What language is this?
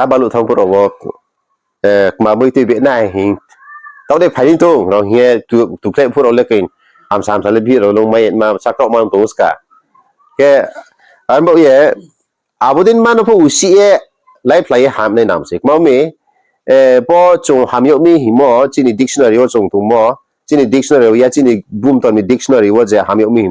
Riang (India)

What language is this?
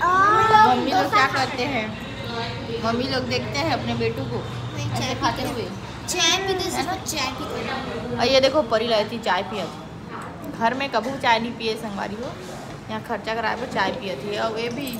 Chhattisgarhi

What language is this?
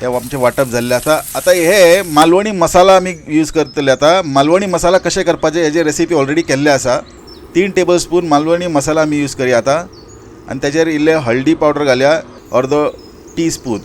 Konkani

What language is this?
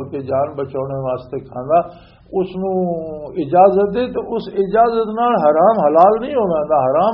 Western Panjabi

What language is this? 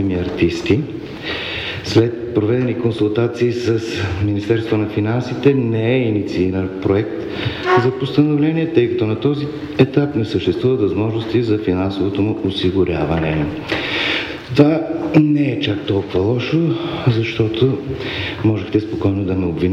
Bulgarian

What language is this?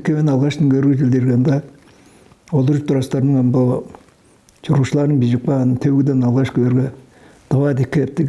Tuvinian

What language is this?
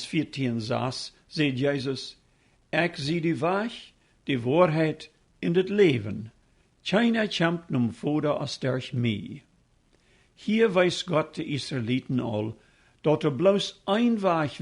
Plautdietsch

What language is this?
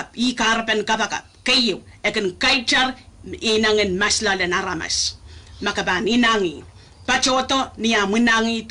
Pohnpeian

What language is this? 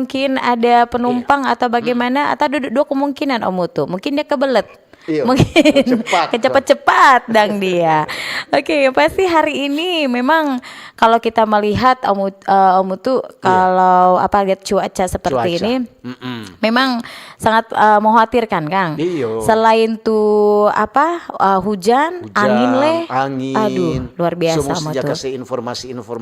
Manado Malay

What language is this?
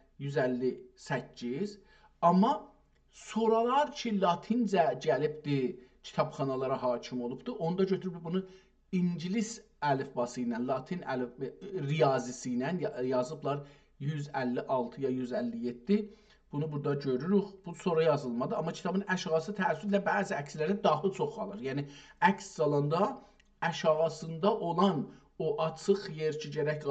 South Azerbaijani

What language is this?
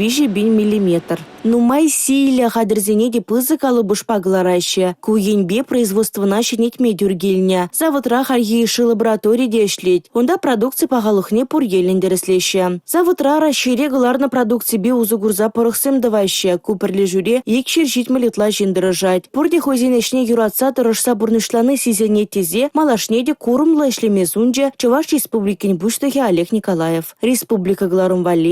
Chuvash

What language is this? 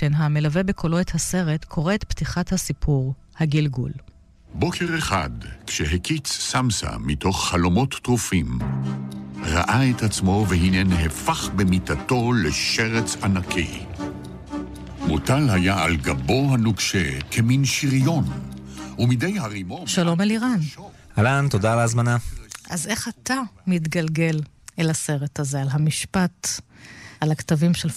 Hebrew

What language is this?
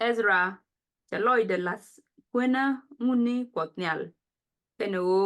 Nuer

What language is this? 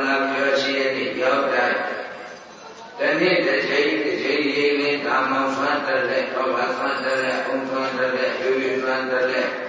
Burmese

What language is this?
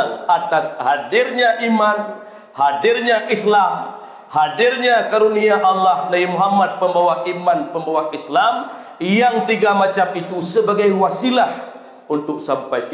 Achinese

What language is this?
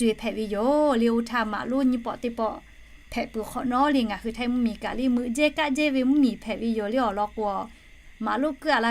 Lahu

